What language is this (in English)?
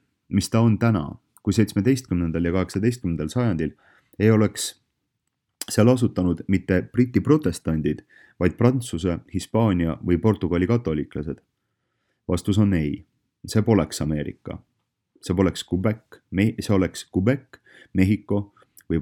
Estonian